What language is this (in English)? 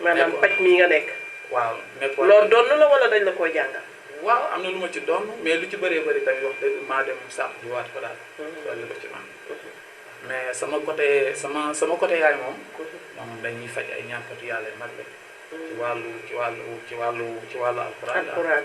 Wolof